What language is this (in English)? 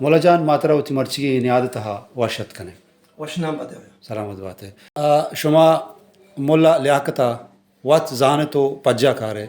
Baluchi